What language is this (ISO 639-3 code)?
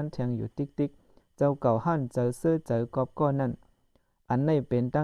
shn